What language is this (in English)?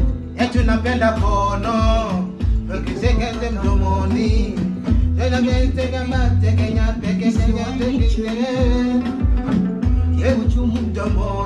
Swahili